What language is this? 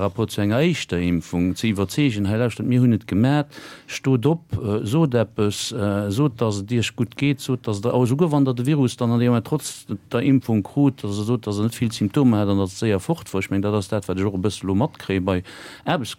Luxembourgish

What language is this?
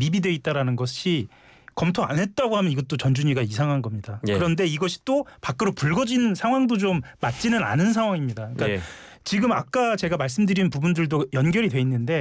Korean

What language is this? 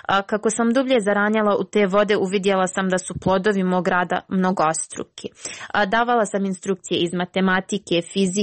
Croatian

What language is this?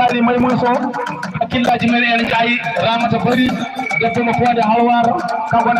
Fula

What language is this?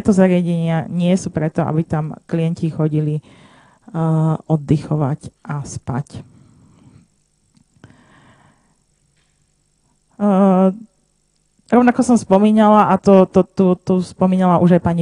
Slovak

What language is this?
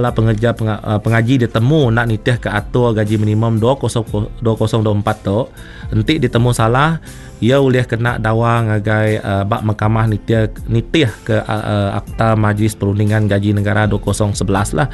Iban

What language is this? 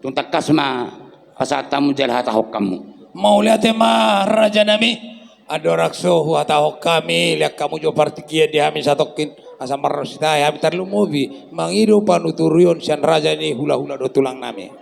Batak Toba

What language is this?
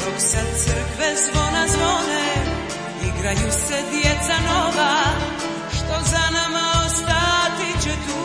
Croatian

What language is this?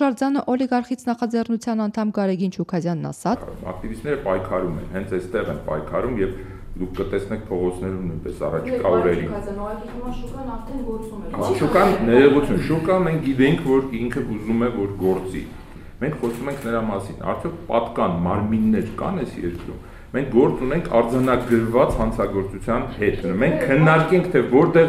Armenian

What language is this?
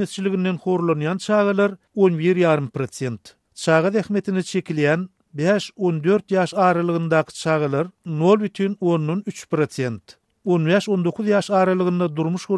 Turkmen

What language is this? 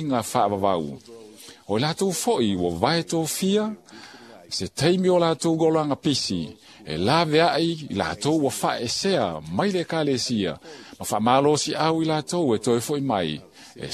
Samoan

